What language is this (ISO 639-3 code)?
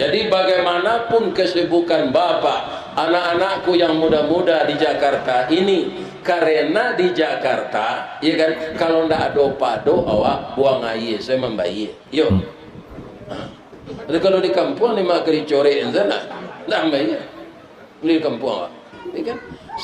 min